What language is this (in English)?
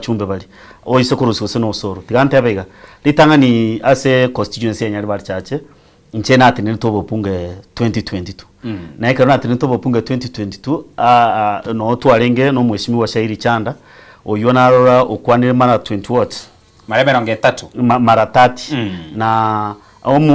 Gusii